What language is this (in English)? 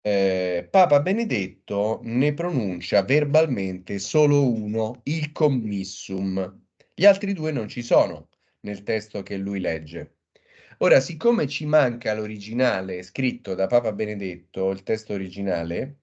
Italian